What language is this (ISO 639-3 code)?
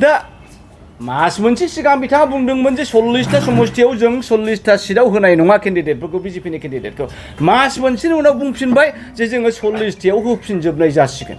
brx